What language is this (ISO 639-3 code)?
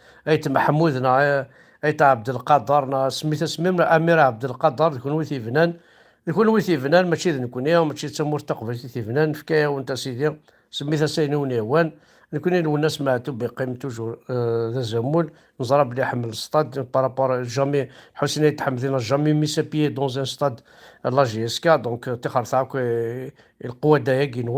kab